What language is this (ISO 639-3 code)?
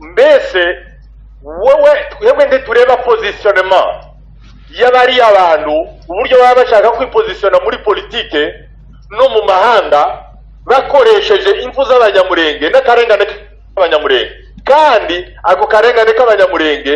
kin